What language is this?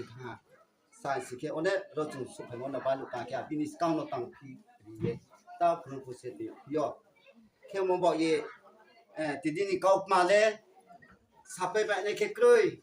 Riang (India)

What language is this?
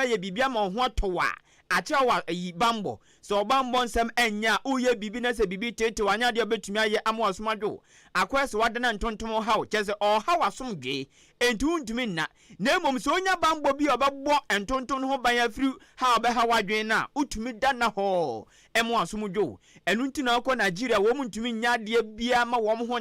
Akan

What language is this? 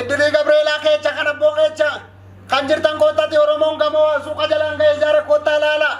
Oromo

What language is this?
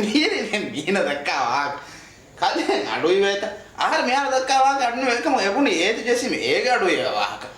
Divehi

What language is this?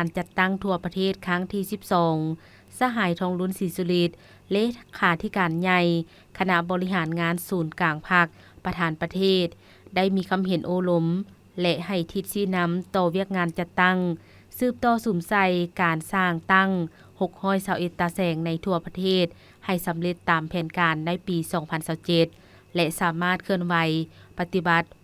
Lao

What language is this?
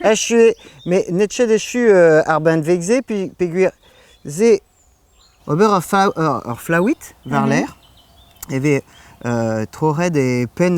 Breton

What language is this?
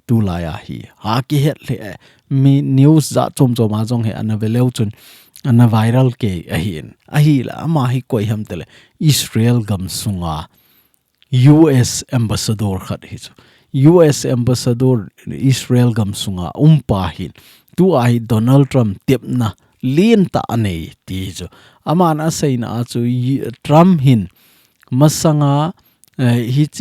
Thado Chin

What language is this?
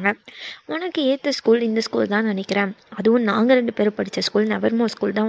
Tamil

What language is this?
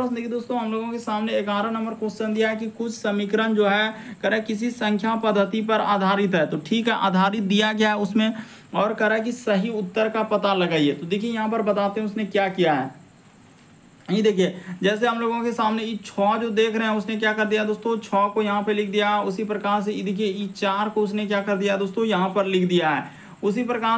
Hindi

